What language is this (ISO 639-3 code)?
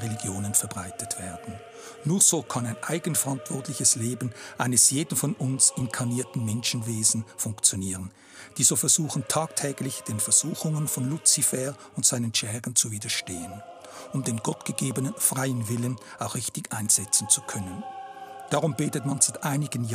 gsw